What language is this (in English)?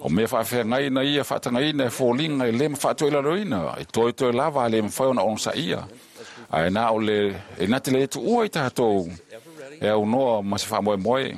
Samoan